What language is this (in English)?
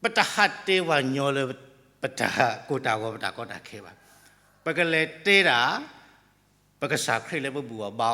S'gaw Karen